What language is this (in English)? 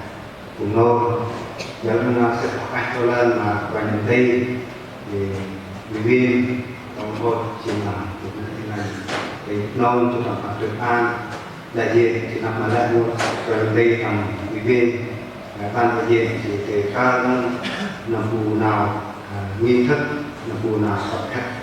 Central Mnong